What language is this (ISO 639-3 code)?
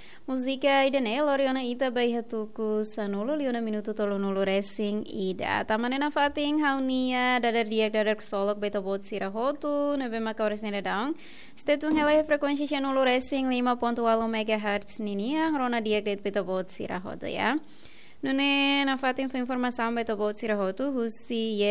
tet